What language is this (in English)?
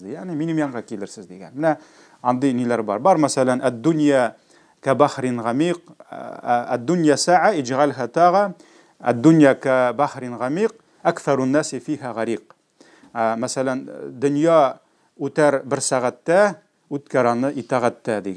Tatar